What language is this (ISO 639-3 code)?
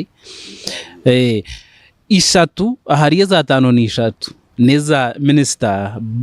nyn